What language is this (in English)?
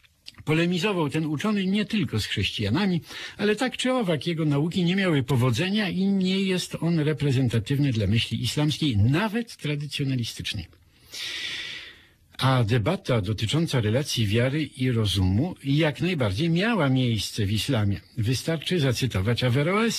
Polish